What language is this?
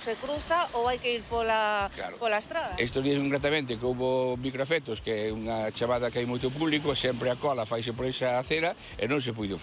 Galician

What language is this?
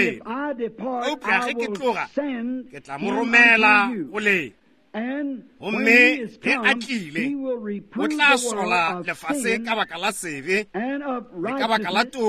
Northern Sotho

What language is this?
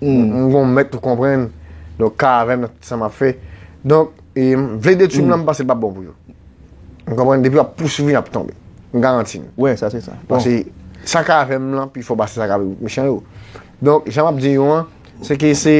Haitian Creole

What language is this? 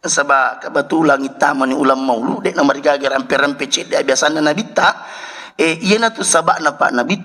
Buginese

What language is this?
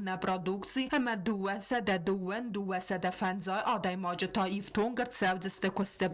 Ossetic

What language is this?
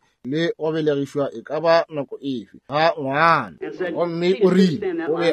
Northern Sotho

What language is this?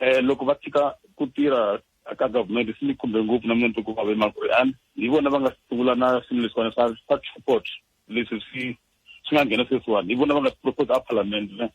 Tsonga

